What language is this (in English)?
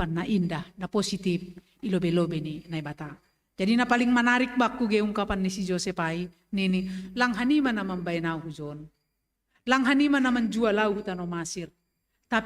Batak Simalungun